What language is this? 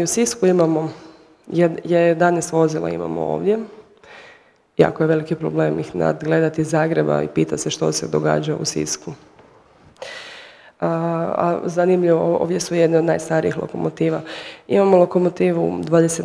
Croatian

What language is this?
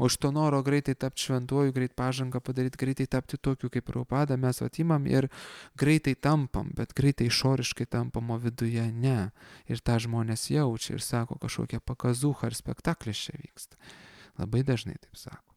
Lithuanian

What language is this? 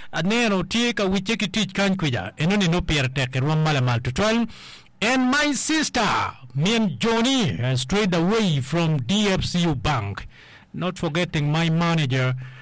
Acoli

